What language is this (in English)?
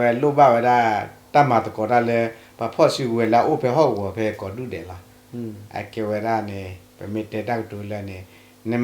S'gaw Karen